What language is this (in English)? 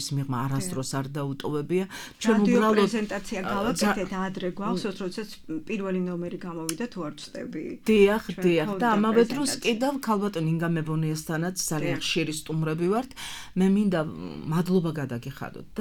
Georgian